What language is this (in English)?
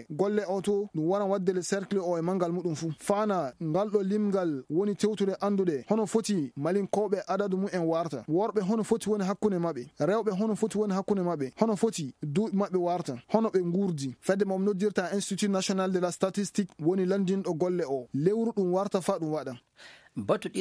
Fula